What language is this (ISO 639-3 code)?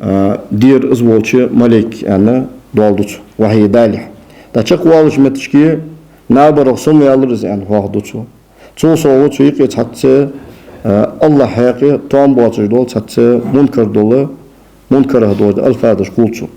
inh